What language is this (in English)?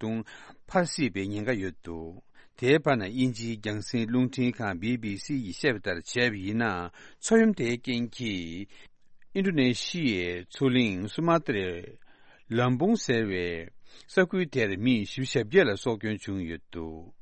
Tibetan